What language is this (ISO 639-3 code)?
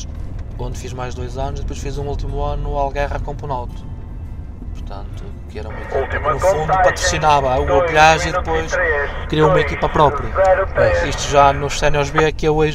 por